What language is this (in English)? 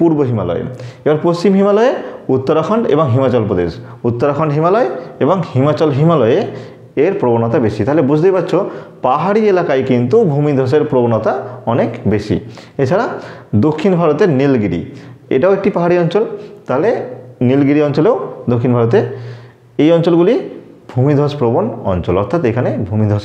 Bangla